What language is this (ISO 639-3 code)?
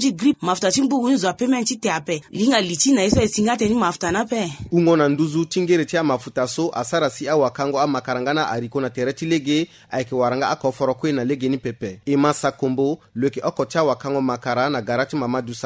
sag